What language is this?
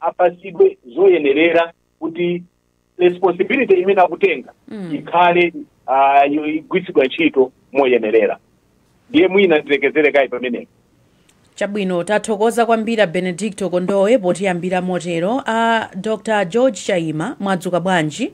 Nyanja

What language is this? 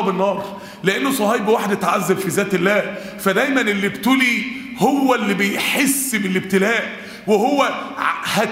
Egyptian Arabic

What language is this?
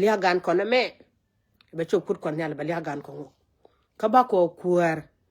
Nuer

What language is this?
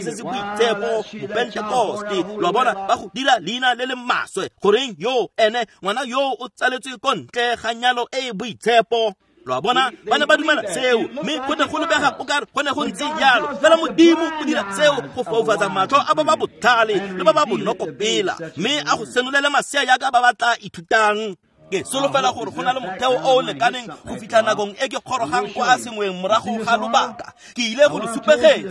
Tswana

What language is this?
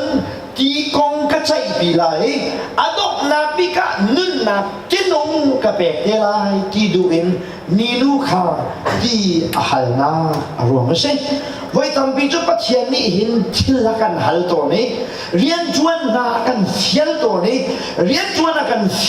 Hakha Chin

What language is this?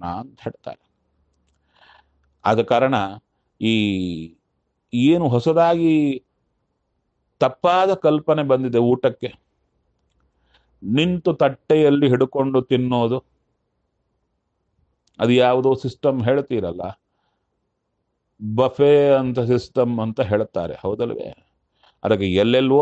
Kannada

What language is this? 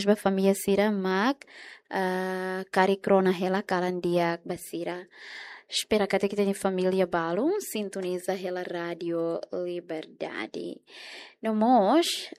Tetum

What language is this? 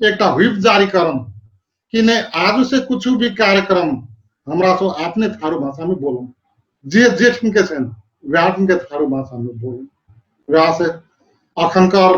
Dangaura Tharu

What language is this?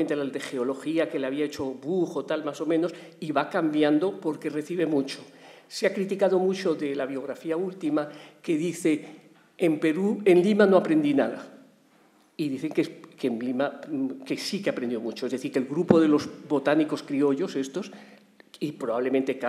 Spanish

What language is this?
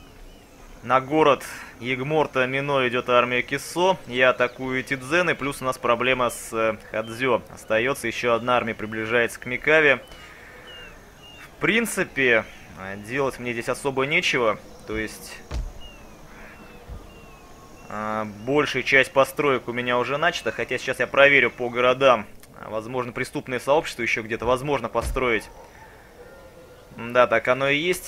Russian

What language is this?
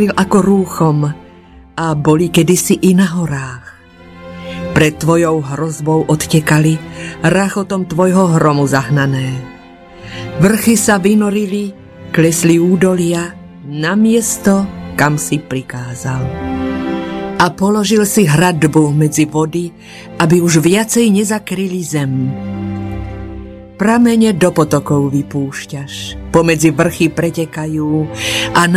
Slovak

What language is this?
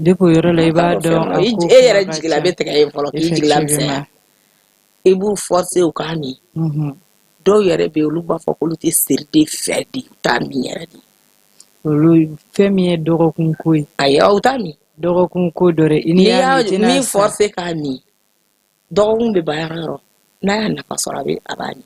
Bambara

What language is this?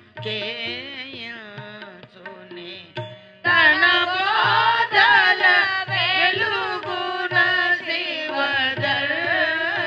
Telugu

